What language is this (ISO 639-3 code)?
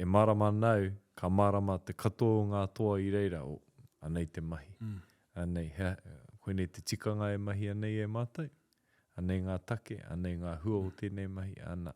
mri